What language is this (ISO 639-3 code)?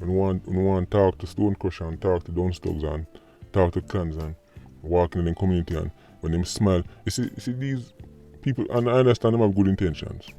jam